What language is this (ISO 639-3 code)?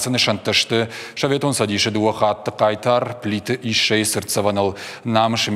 oss